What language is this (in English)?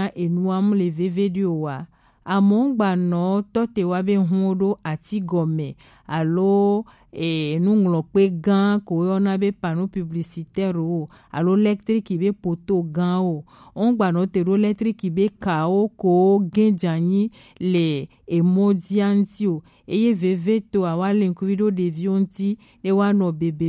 Gen